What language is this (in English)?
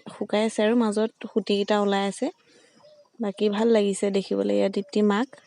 Assamese